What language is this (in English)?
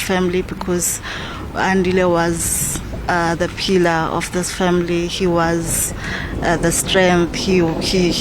Southern Sotho